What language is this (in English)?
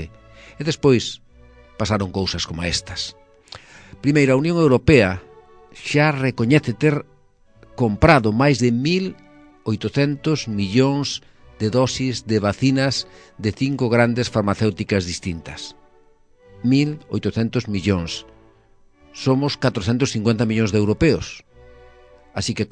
Galician